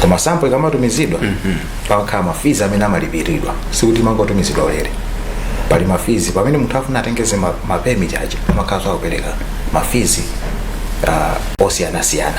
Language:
Nyanja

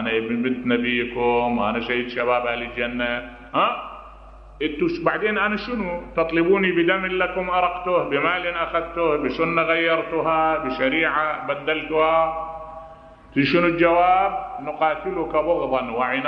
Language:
Mesopotamian Arabic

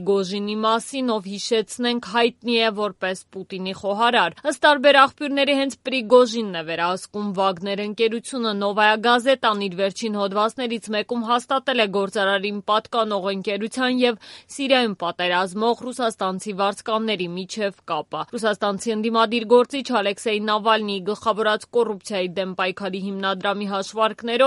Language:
Armenian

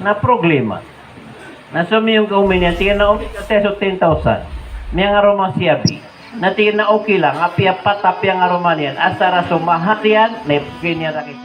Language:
Maranao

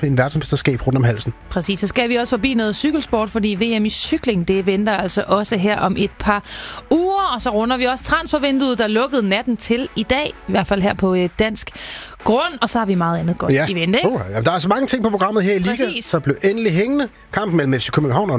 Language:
Danish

